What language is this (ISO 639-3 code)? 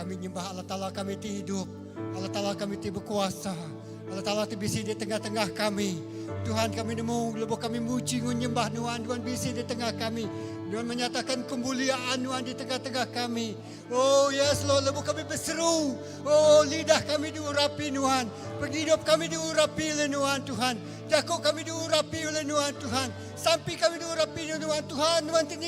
iba